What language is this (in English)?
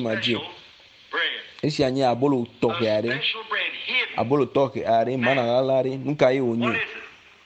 Ewe